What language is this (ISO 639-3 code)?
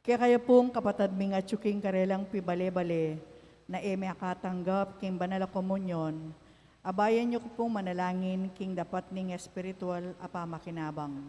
pam